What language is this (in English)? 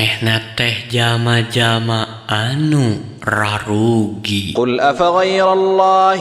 Sundanese